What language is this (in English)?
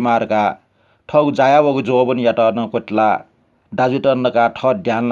Newari